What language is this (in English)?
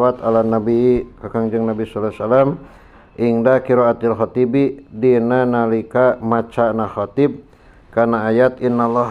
Sundanese